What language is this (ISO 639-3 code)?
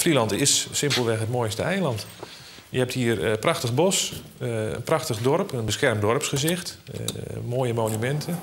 fry